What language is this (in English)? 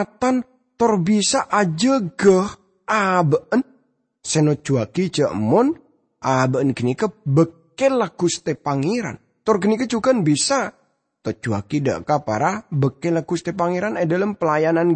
Madurese